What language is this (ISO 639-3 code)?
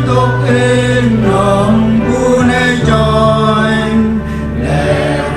cmo